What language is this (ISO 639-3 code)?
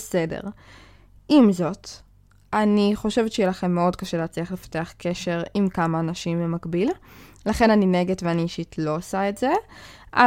heb